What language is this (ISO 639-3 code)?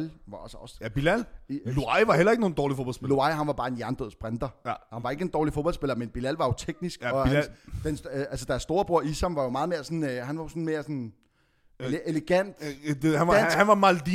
dan